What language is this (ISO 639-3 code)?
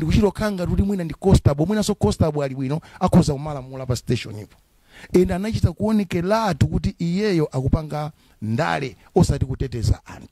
nya